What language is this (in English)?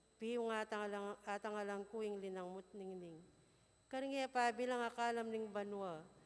Pampanga